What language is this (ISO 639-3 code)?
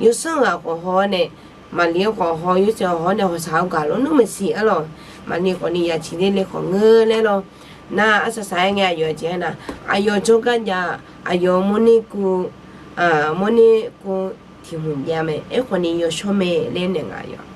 ahk